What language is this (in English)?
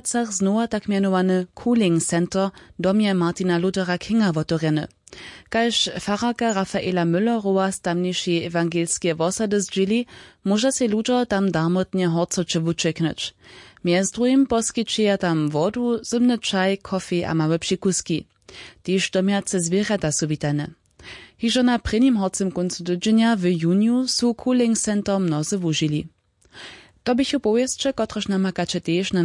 Upper Sorbian